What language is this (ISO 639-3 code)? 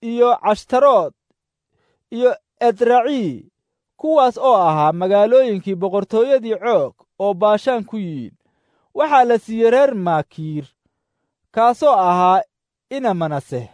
som